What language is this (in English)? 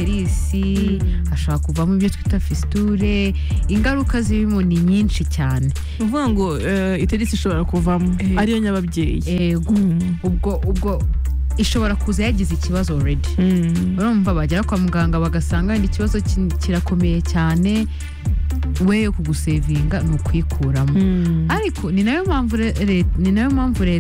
Kinyarwanda